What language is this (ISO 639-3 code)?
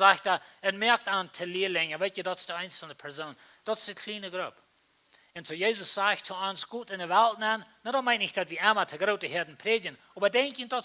pdt